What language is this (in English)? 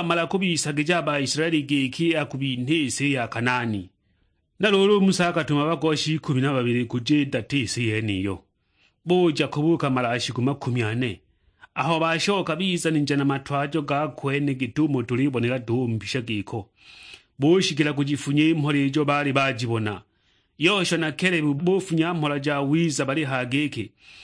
Sukuma